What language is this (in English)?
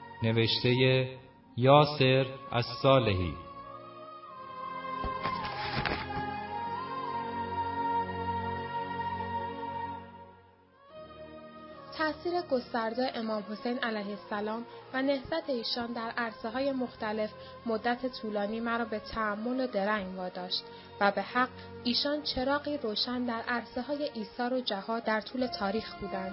Persian